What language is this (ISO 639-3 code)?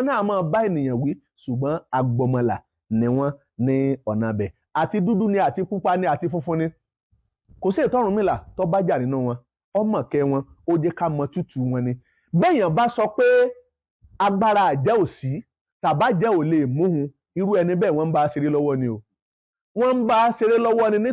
yor